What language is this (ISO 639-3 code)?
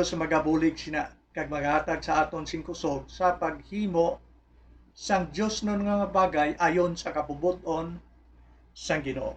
hil